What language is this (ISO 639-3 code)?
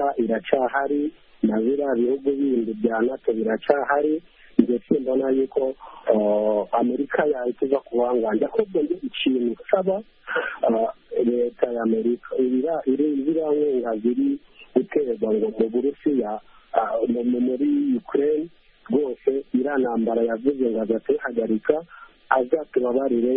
kin